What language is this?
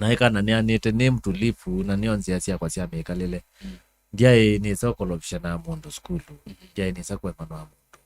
Kamba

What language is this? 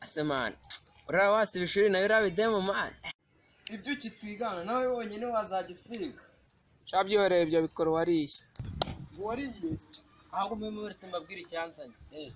Kinyarwanda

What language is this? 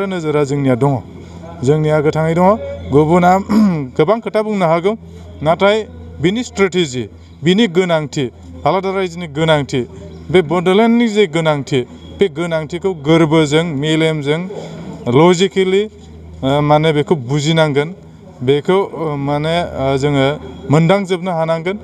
Bodo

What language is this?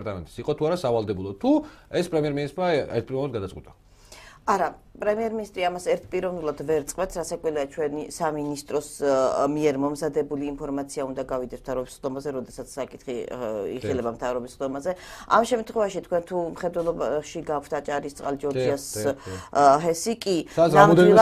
Georgian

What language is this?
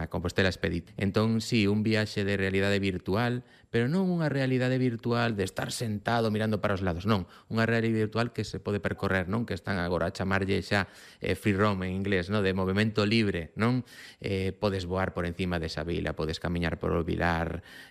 Galician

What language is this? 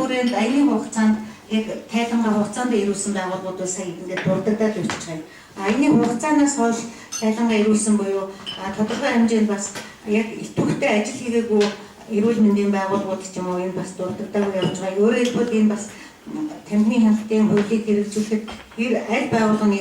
Mongolian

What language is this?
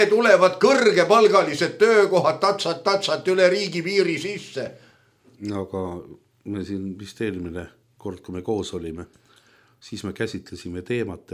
Estonian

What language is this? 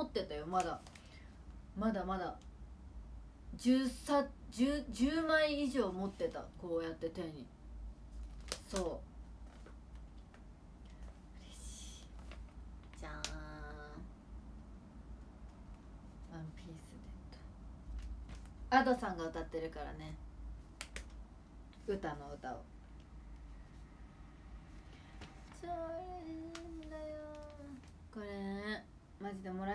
Japanese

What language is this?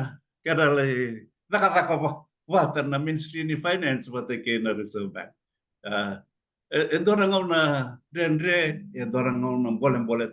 Fijian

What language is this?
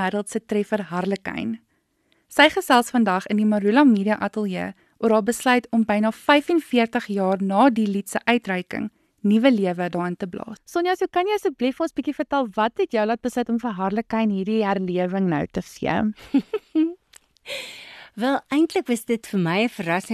Afrikaans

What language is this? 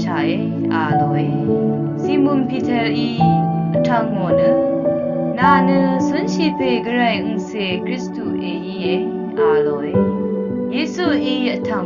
Rawang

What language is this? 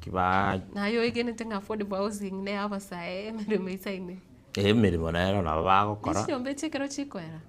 Gusii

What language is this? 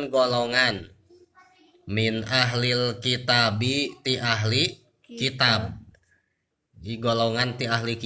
Sundanese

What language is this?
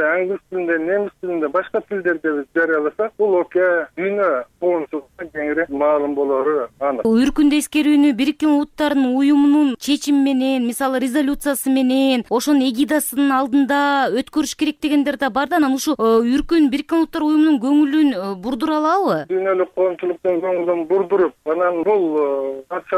Kyrgyz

